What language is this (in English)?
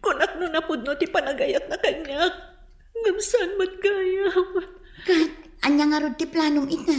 Iloko